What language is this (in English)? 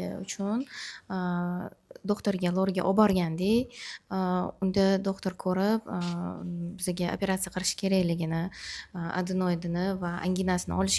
Uzbek